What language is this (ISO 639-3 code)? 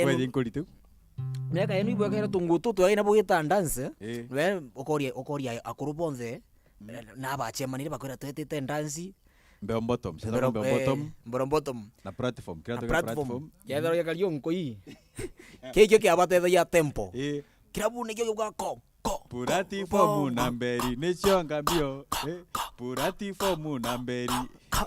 mer